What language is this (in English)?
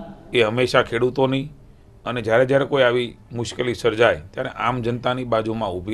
Gujarati